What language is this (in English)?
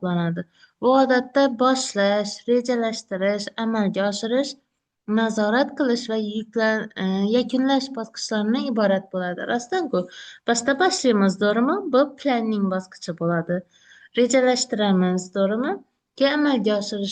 Uzbek